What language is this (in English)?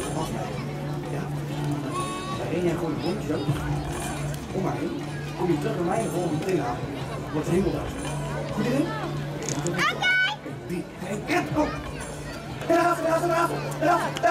Dutch